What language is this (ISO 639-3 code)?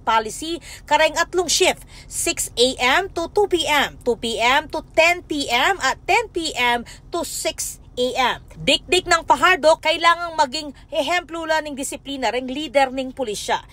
pam